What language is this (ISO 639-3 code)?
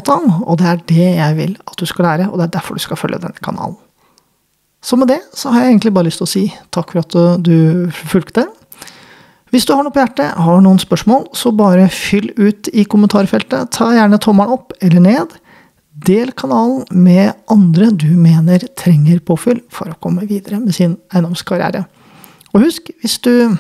nor